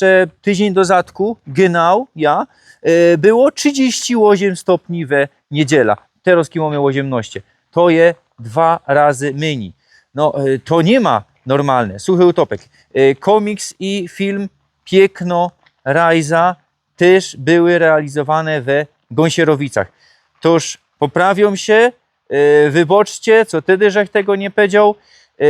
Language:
Silesian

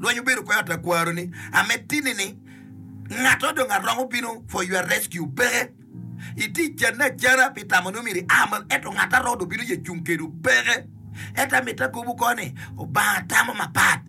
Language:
Acoli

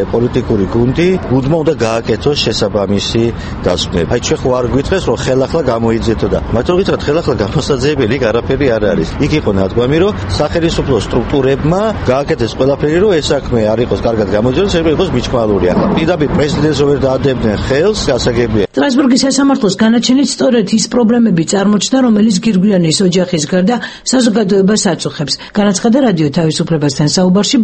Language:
Georgian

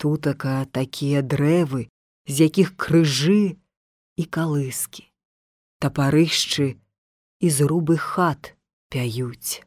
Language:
Belarusian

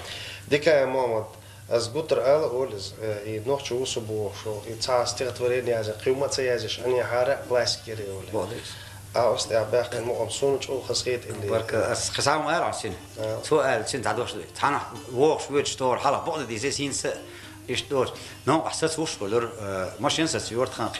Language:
Chechen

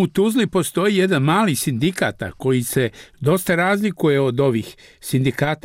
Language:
Bosnian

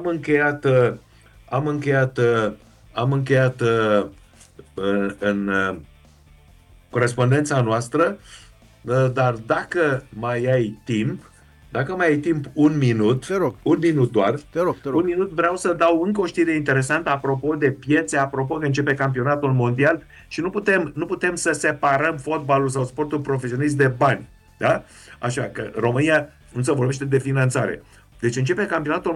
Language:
Romanian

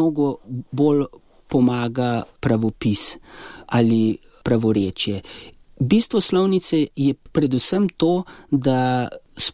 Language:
Slovenian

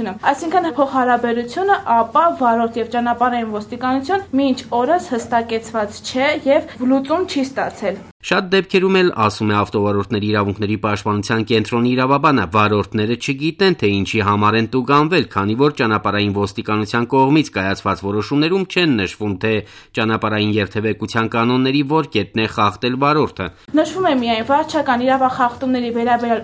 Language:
Armenian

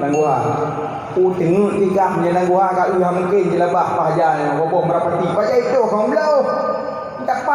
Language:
Achinese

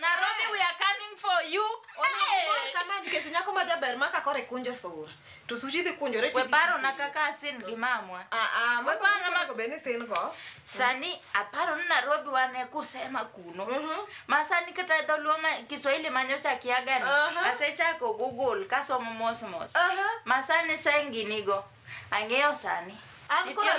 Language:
Luo (Kenya and Tanzania)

